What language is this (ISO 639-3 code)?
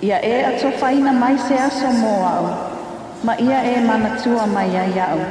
smo